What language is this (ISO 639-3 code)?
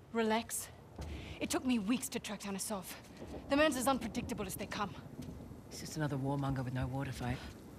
eng